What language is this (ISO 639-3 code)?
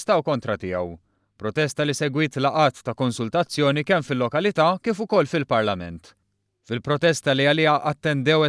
mlt